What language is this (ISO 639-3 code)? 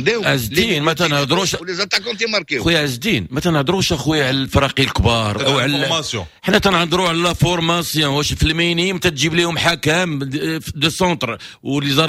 ary